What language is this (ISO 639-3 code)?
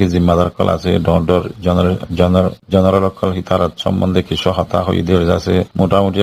rhg